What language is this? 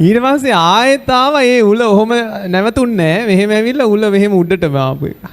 Sinhala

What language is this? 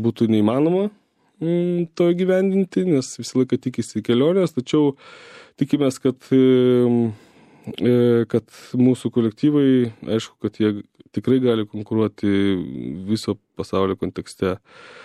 Lithuanian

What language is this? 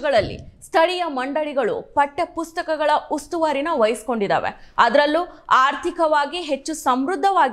Kannada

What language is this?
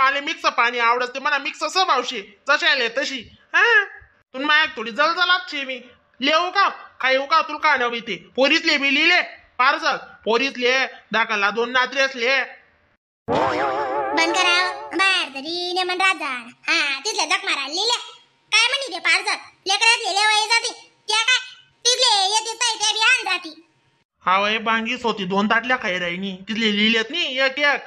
Khandesi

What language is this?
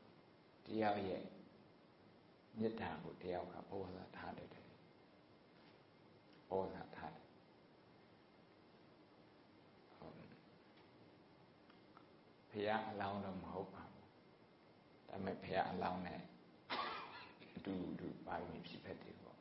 Burmese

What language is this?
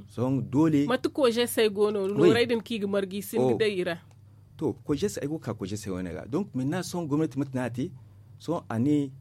Zarma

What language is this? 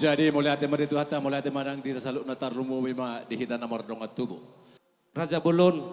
Batak Toba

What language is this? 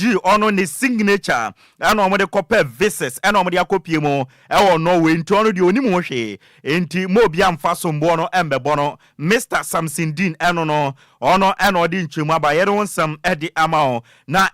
Akan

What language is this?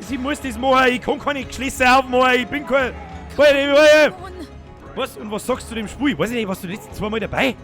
Bavarian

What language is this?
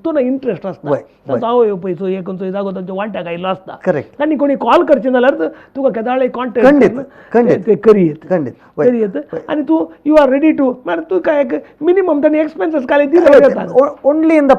Konkani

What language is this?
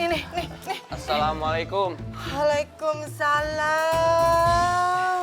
Betawi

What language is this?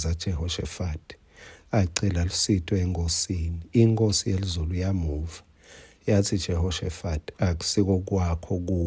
Swati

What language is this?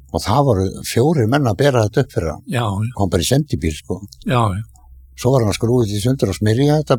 Icelandic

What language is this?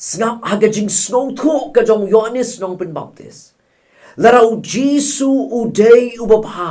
Khasi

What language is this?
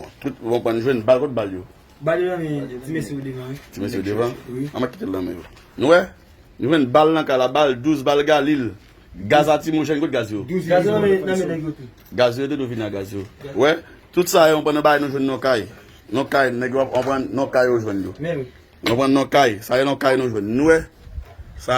Haitian Creole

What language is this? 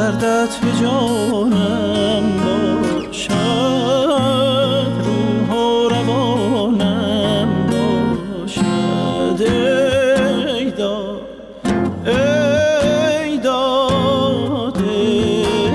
Persian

